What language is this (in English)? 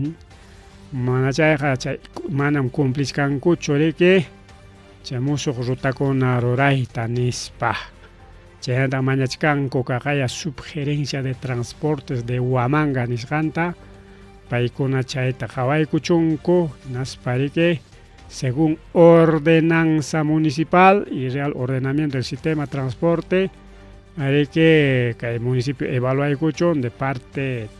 Ayacucho Quechua